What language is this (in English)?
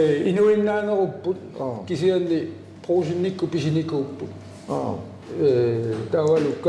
Kalaallisut